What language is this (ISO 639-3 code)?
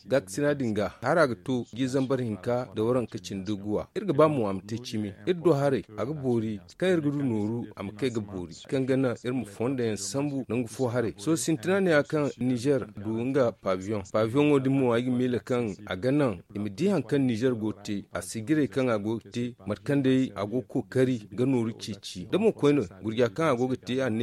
dje